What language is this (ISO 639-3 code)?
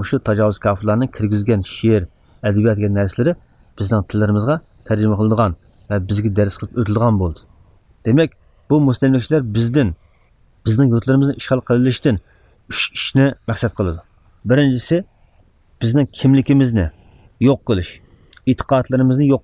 uig